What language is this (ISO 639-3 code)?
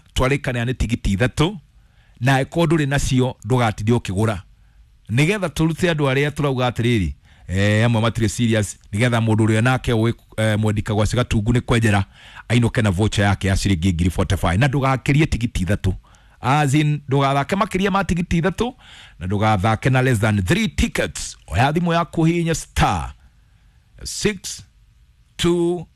kik